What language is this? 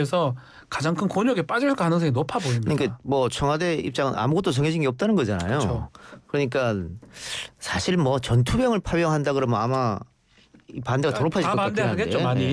Korean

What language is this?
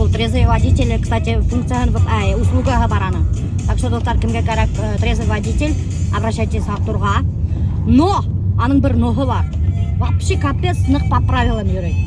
Bashkir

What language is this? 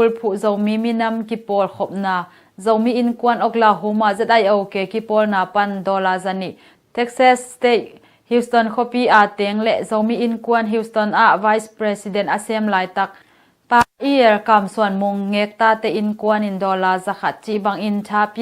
Tedim Chin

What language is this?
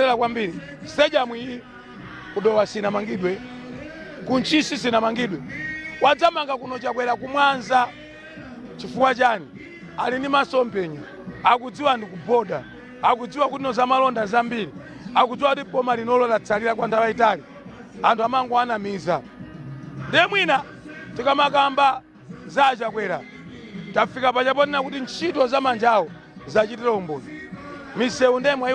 Nyanja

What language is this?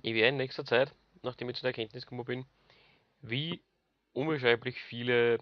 Bavarian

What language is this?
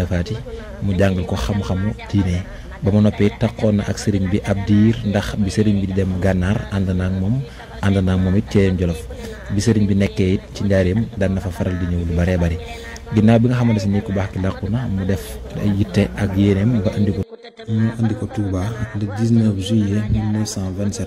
Wolof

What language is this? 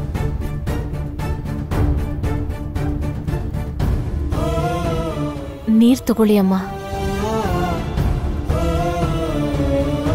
Kannada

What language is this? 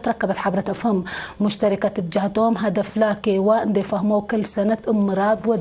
Tigre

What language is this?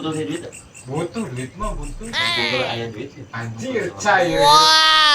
Sundanese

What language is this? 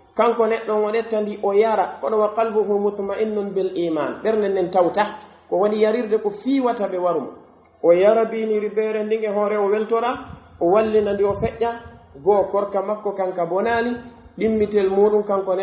Pular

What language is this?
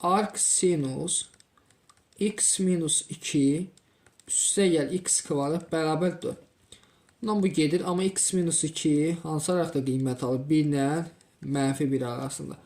Azerbaijani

